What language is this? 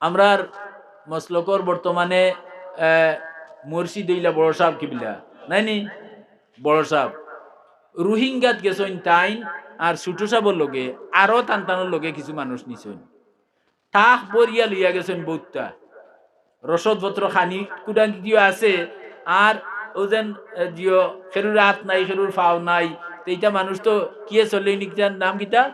Sylheti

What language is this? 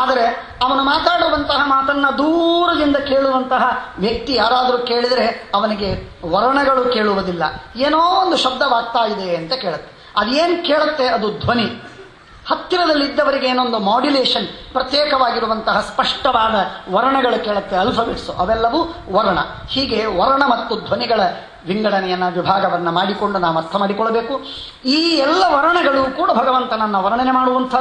Kannada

